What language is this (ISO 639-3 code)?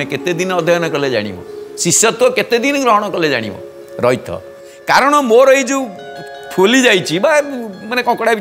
ori